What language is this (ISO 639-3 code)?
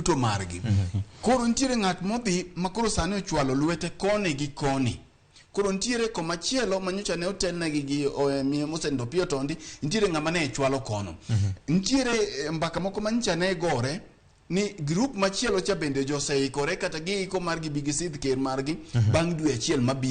luo